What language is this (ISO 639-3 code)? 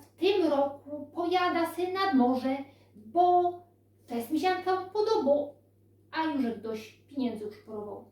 szl